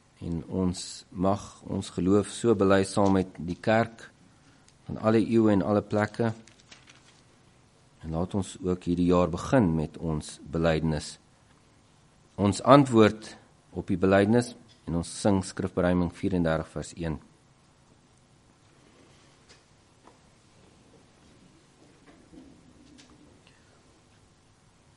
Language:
Afrikaans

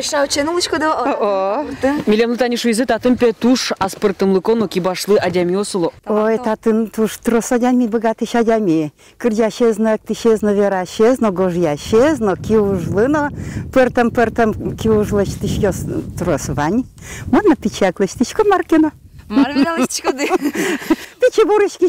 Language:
Udmurt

